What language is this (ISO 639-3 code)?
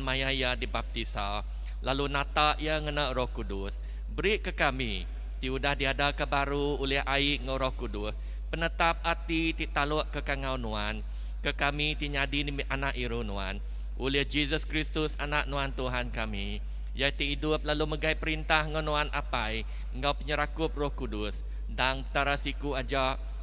iba